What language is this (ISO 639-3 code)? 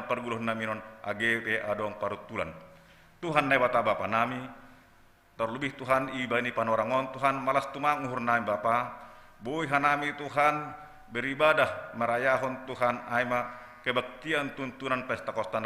bts